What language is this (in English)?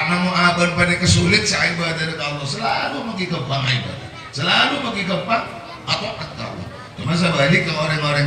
Madurese